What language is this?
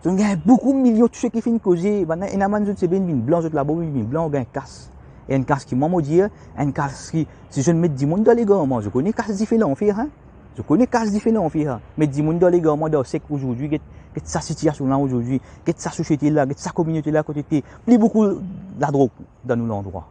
Morisyen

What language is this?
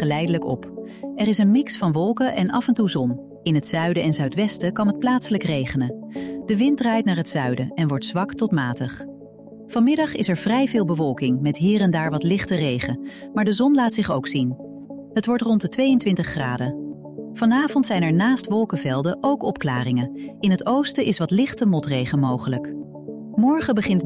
Dutch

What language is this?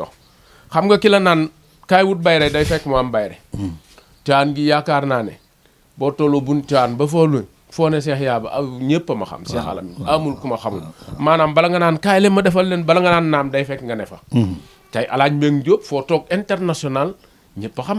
Wolof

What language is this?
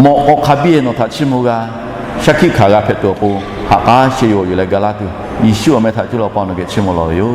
Lahu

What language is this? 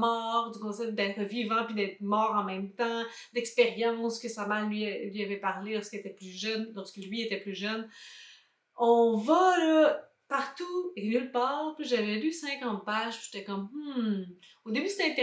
French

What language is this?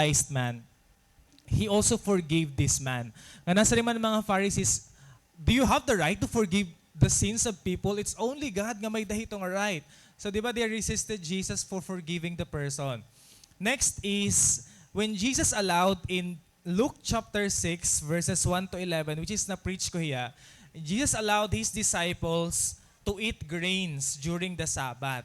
Waray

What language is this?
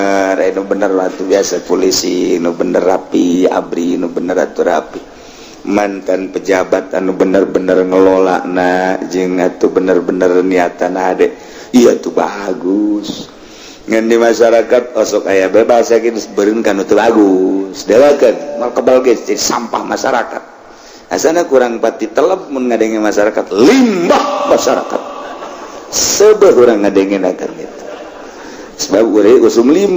Sundanese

